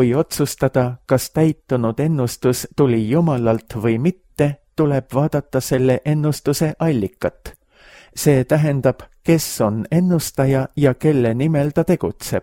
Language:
Estonian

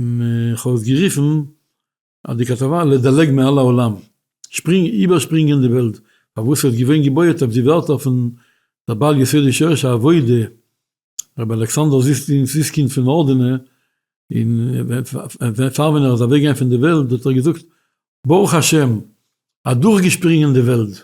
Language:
Yiddish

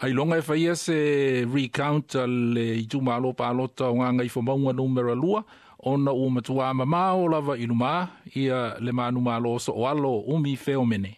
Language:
Samoan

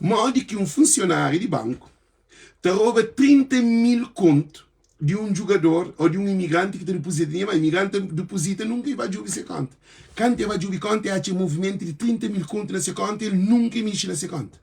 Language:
Kabuverdianu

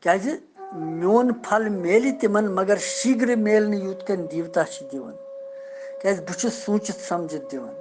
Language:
Kashmiri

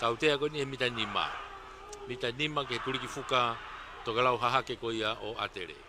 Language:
Tongan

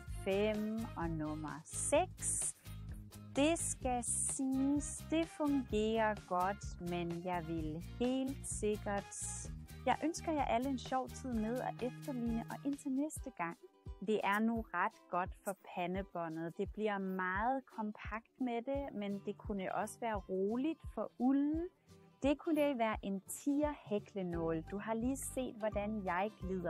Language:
Danish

